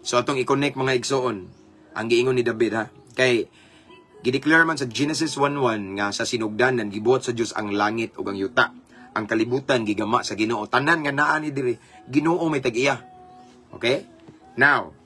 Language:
Cebuano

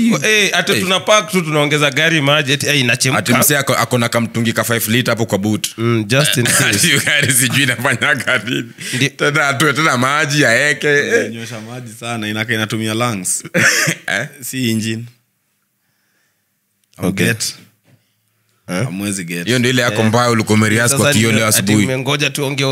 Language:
Swahili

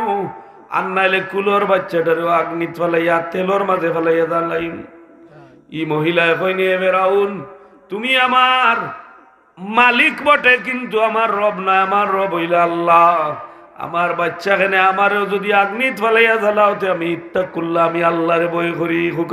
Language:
Sylheti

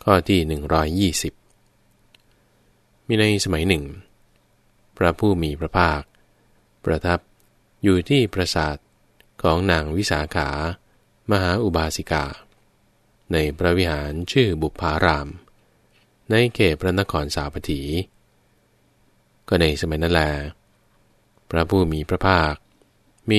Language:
Thai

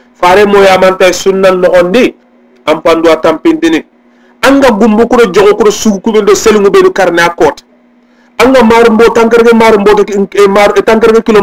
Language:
Soninke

